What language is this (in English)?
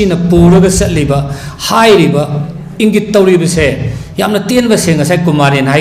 Manipuri